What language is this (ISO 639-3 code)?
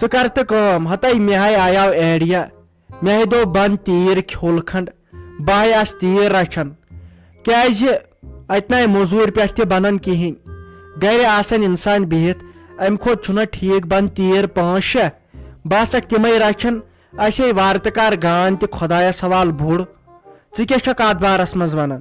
kas